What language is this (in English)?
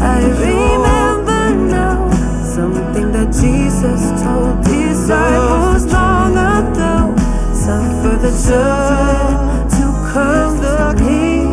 Tahitian